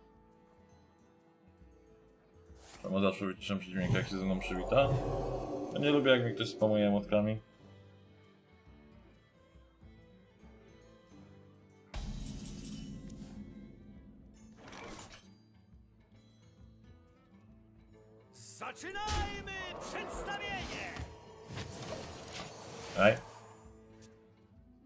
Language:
Polish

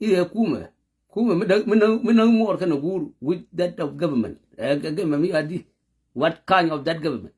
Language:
Nuer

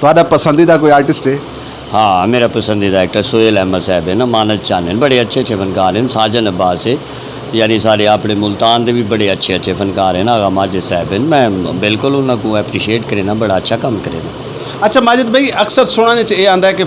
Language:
Saraiki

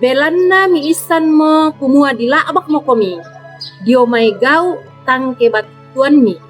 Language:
Toraja-Sa'dan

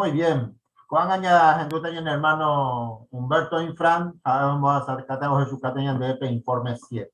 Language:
Guarani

